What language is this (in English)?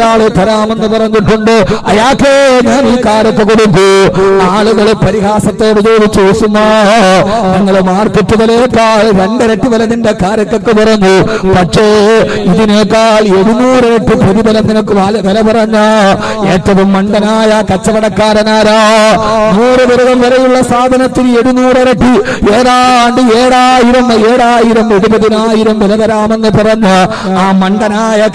Malayalam